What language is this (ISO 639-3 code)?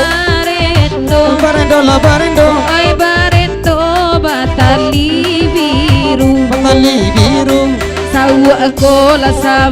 min